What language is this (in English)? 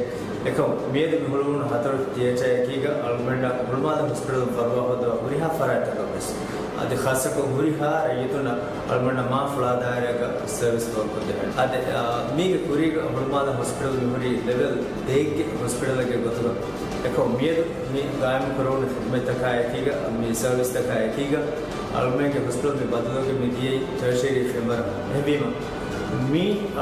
Divehi